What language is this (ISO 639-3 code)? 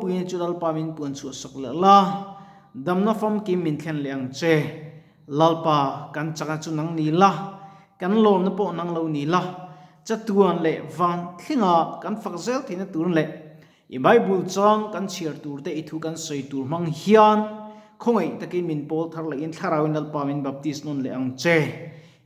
lus